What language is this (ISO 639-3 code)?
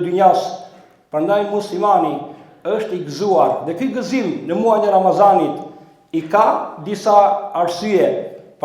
sqi